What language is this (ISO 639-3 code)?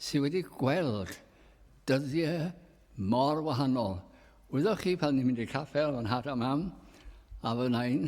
cym